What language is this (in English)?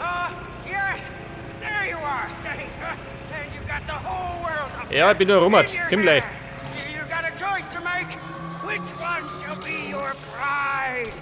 Bavarian